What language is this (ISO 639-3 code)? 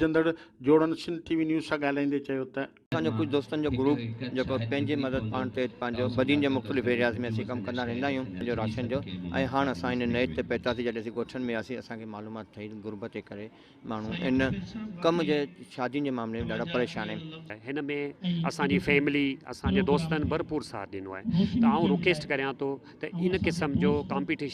snd